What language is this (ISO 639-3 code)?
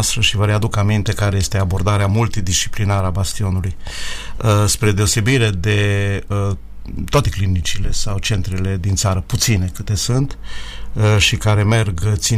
ron